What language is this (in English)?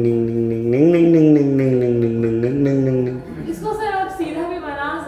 Hindi